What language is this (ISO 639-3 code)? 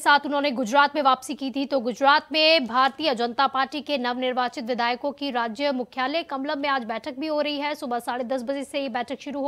hin